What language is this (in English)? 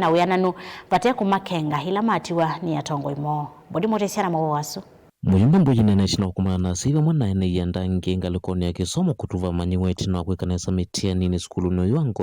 Kamba